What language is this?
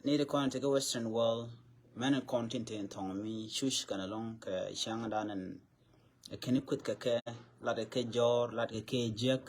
Nuer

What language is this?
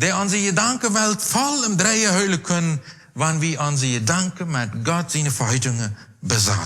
Plautdietsch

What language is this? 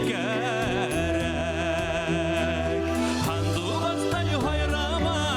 Bashkir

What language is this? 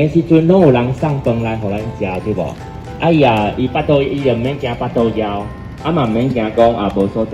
Min Nan Chinese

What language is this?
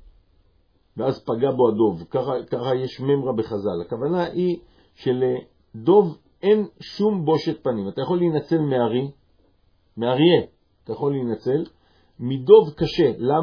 Hebrew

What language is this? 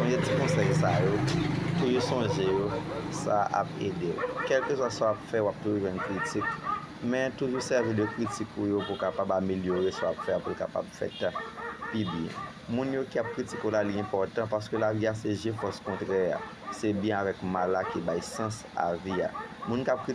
Haitian Creole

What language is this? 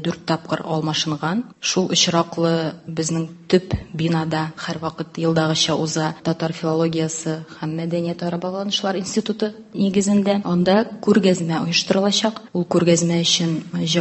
Tatar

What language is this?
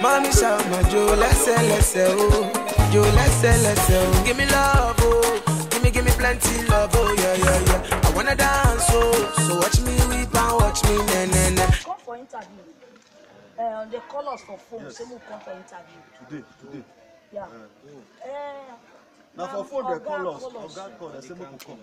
Nigerian Pidgin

